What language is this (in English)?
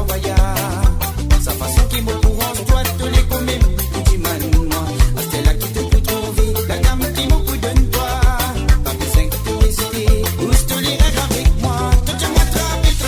Morisyen